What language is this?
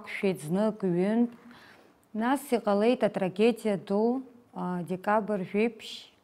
Abkhazian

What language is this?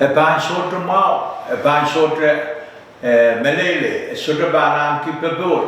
Pohnpeian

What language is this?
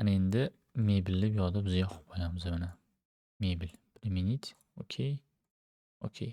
Uzbek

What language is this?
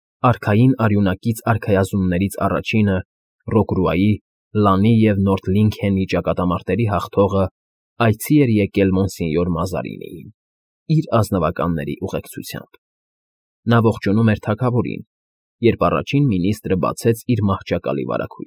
Armenian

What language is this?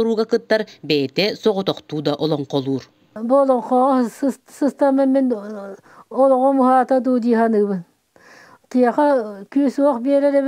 Yakut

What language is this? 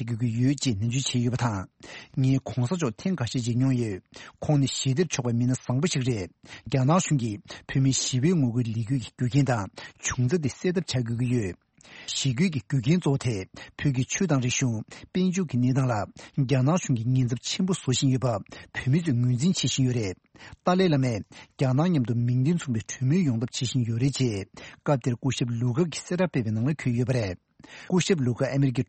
Tibetan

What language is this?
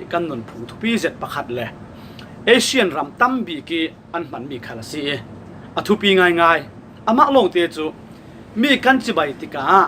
Falam Chin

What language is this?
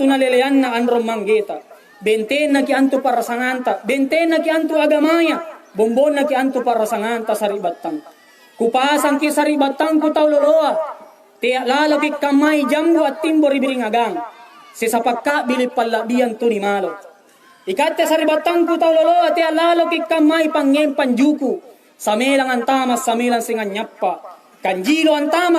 Makasar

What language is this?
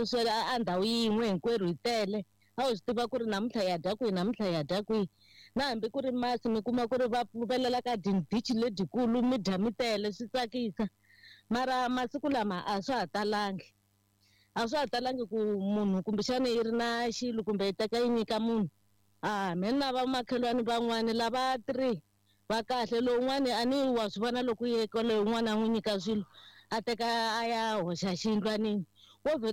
Tsonga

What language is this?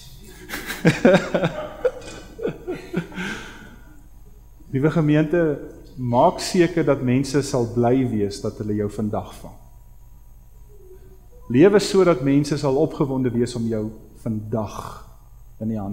Afrikaans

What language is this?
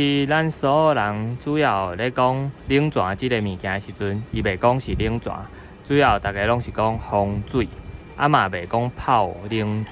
Min Nan Chinese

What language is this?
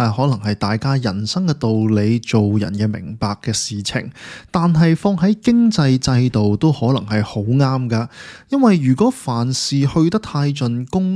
Cantonese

